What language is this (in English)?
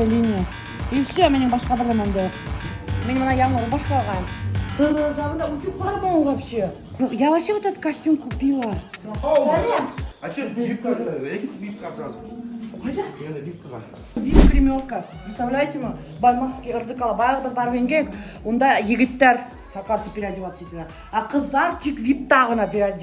Bashkir